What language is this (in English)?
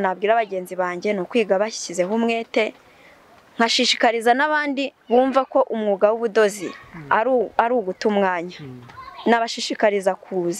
Kinyarwanda